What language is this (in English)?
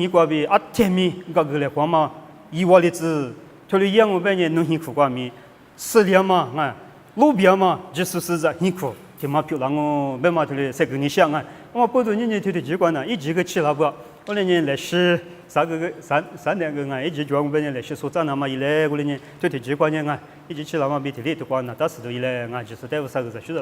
Lisu